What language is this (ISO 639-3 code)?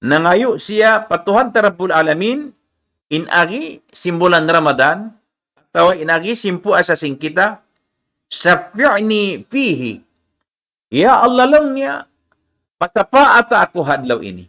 tsg